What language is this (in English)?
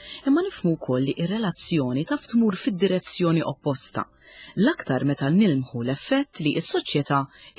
Maltese